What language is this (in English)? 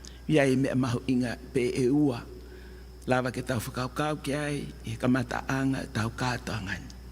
Tongan